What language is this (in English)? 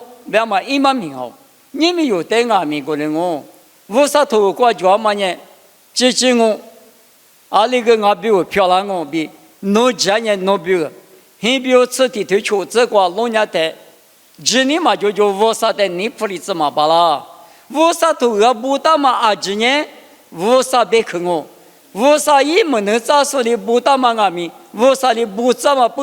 Lisu